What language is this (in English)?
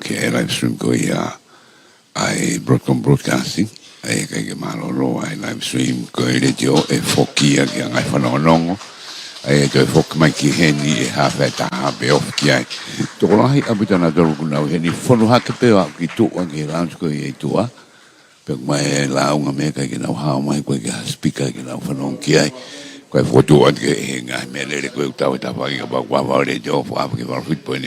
Tongan